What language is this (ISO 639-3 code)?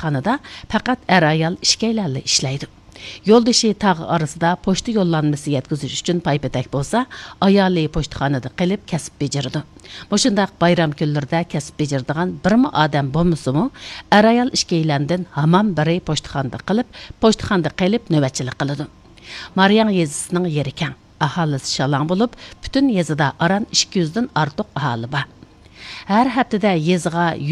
uig